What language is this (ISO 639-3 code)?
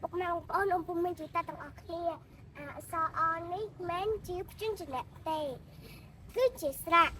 khm